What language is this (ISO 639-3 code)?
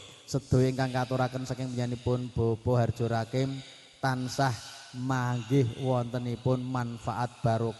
jav